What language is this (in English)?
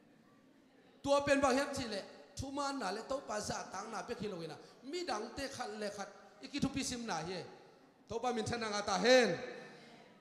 Thai